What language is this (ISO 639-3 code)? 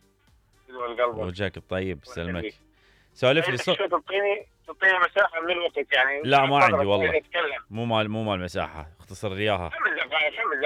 acm